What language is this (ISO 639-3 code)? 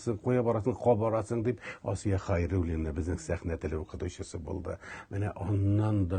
tat